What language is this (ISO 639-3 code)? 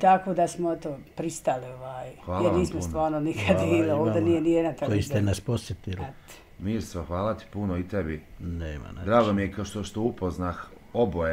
bos